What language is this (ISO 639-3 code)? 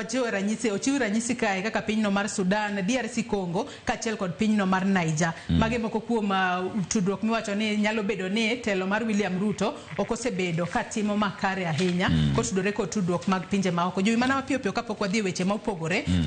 luo